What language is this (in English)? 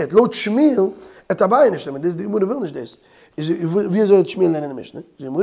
Yiddish